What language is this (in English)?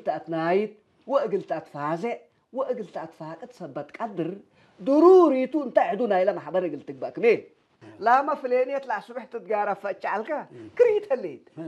Tigre